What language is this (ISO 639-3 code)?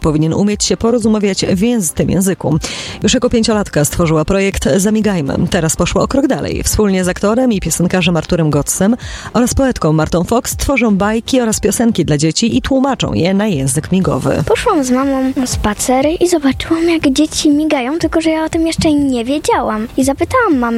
pol